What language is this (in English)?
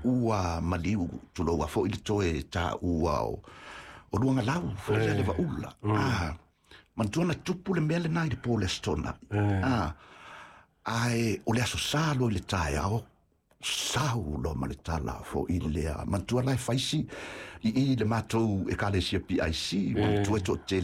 Samoan